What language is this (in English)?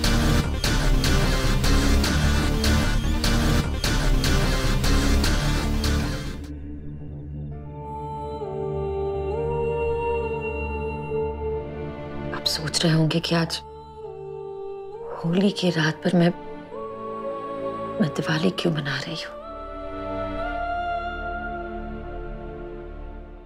Hindi